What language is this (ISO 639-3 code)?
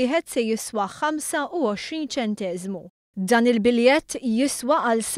mlt